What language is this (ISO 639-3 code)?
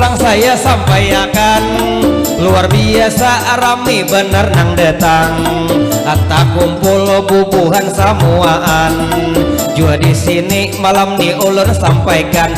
bjn